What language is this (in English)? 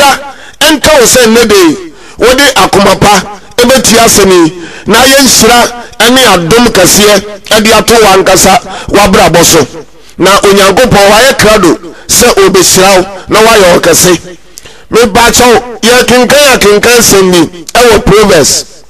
Akan